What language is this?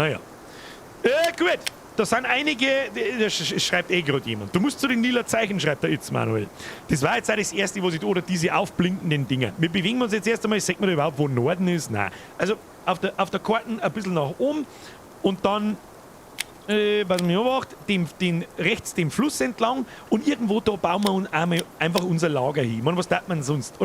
Bavarian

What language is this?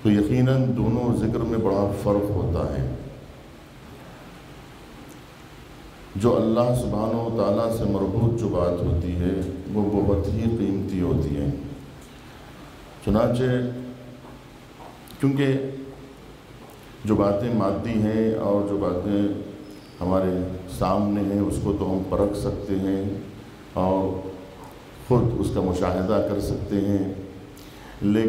Urdu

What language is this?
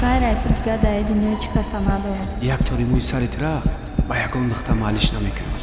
Tajik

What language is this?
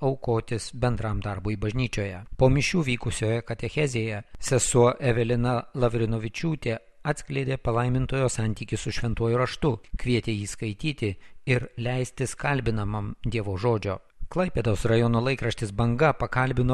Lithuanian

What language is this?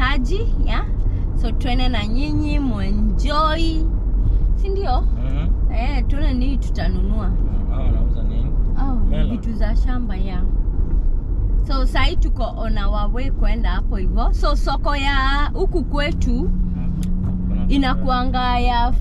Swahili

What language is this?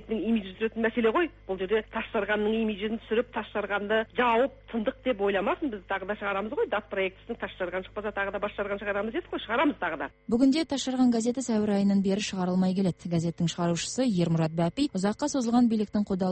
Kazakh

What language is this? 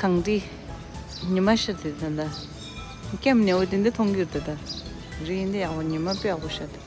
Tibetan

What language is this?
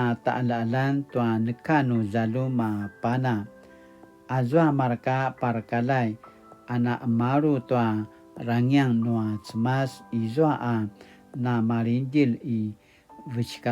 Paiwan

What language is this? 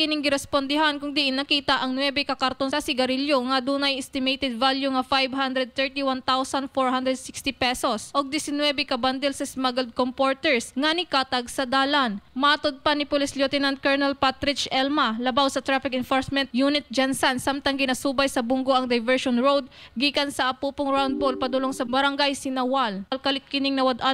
Cebuano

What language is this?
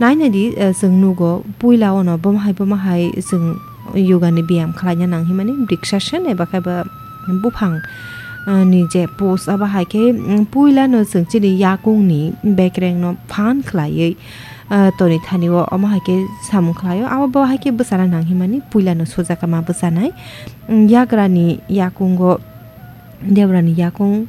Kok Borok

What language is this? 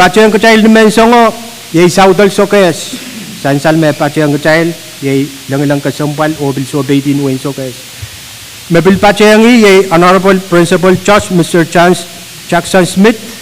Pohnpeian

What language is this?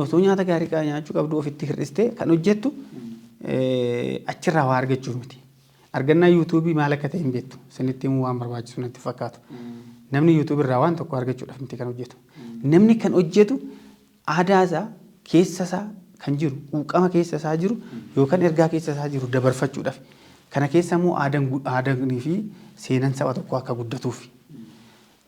Oromo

